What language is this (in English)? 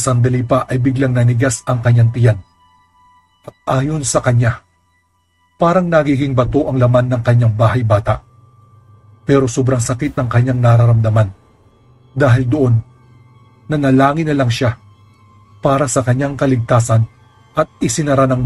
Filipino